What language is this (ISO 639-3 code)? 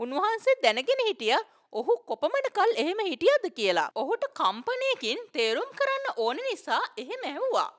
sin